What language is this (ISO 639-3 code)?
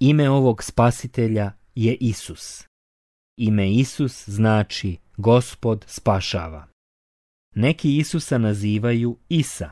bos